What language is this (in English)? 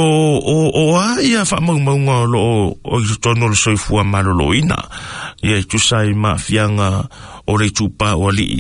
Samoan